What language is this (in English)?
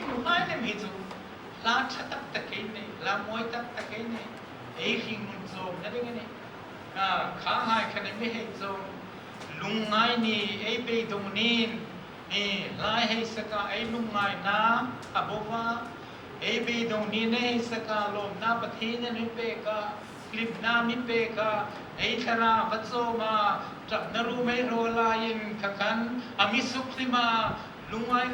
Hmar